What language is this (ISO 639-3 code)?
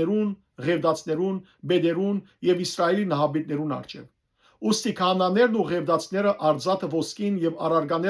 hyw